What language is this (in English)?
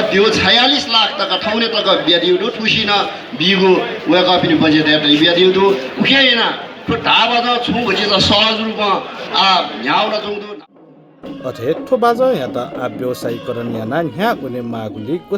Newari